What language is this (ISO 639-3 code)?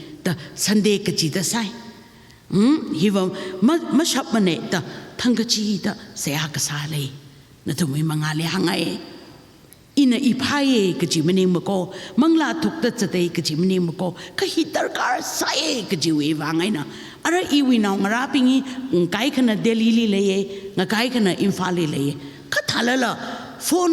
nmf